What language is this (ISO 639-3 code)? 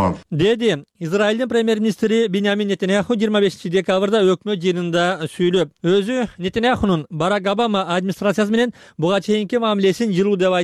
kir